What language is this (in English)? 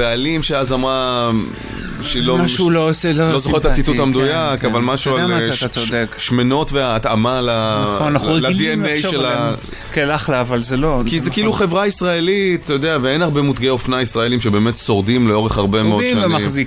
Hebrew